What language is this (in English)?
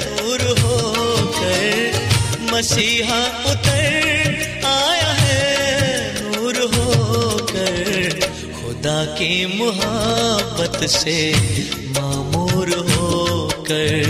Odia